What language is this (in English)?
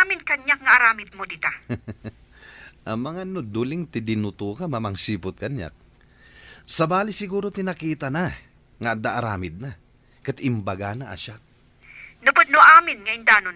Iloko